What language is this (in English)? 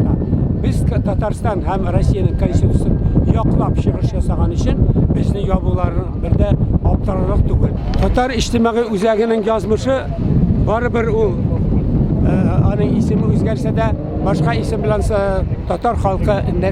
Tatar